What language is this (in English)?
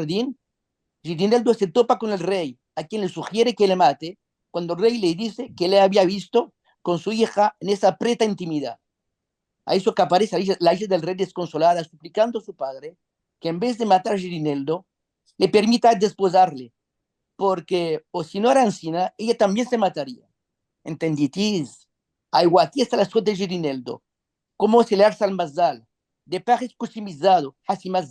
Ladino